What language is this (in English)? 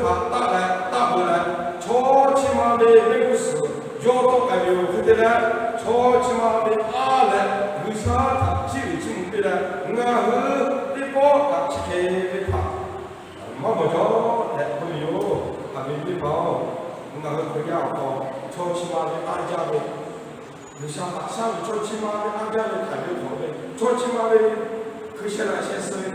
Lahu